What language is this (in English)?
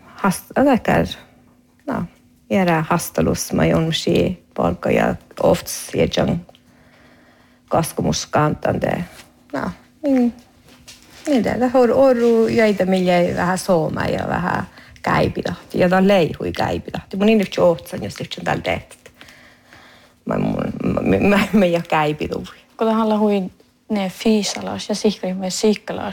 Northern Sami